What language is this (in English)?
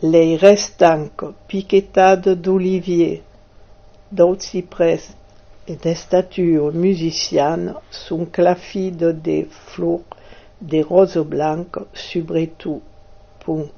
Occitan